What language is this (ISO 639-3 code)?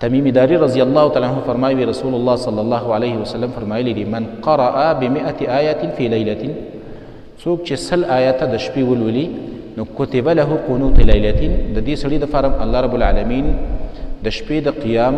pus